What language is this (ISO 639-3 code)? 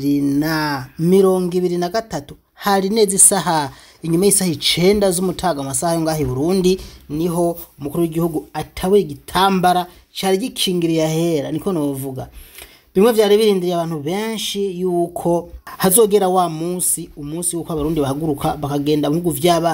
run